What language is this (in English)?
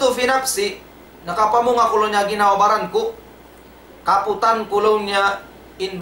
Tausug